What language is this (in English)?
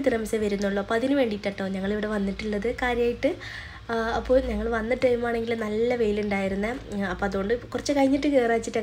Malayalam